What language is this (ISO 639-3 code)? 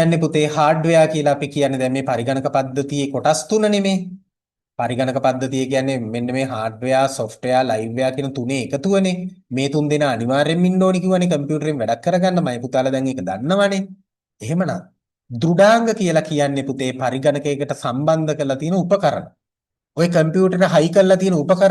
sin